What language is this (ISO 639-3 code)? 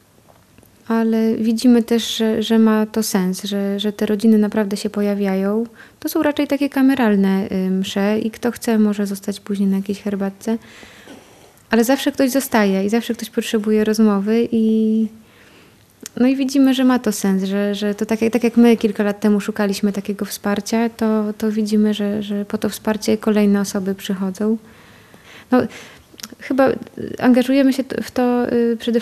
pol